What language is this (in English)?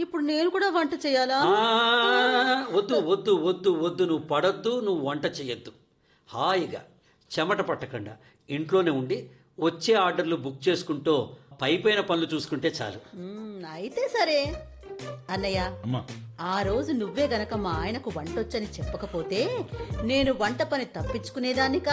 Telugu